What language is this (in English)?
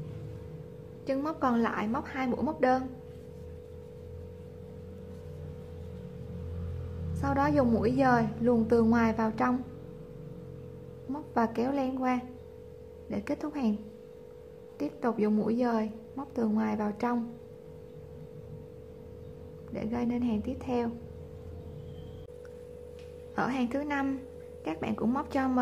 Vietnamese